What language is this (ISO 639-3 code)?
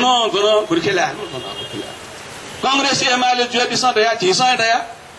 new